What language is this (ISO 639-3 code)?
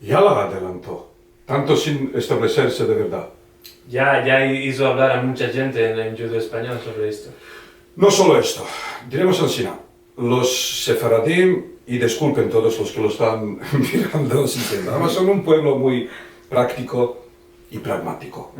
lad